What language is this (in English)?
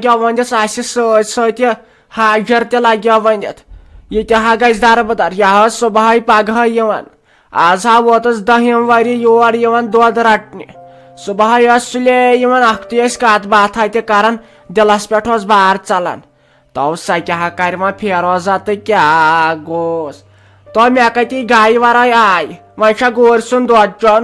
Kashmiri